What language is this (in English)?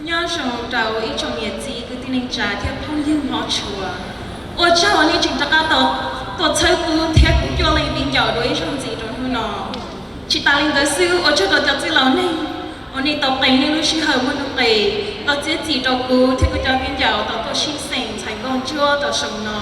Hmong